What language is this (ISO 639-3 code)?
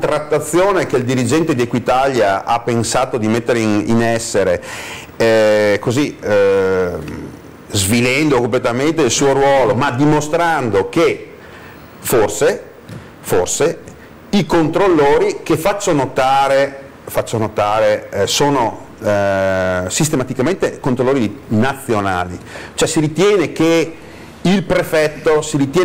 ita